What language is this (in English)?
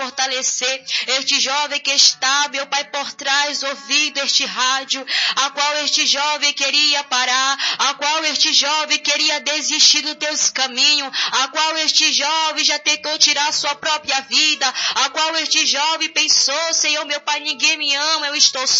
Portuguese